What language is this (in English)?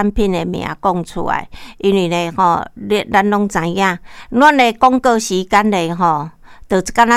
Min Nan Chinese